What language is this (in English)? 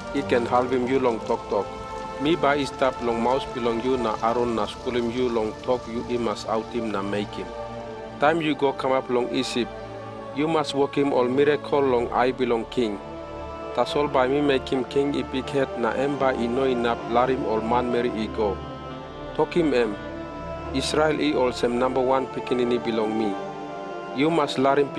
Tok Pisin